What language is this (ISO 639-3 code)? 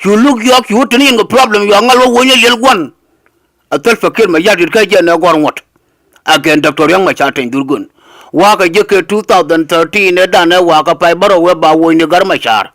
nus